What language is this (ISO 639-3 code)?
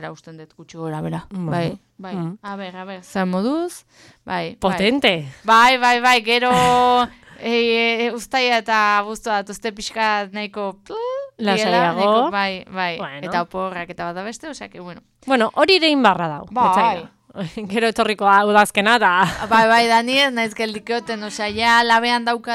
eus